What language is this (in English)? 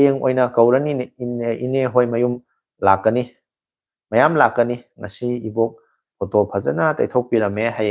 Manipuri